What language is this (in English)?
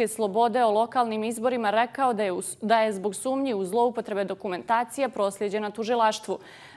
Bosnian